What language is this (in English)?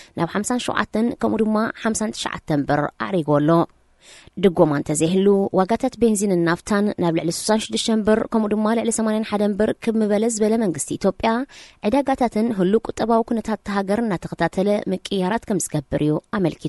Tigrinya